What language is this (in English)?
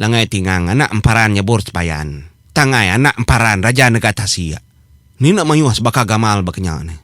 Iban